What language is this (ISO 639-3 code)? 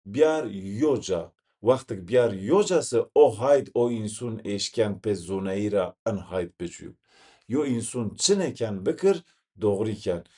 zza